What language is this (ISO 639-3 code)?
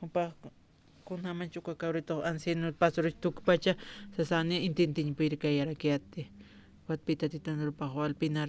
aym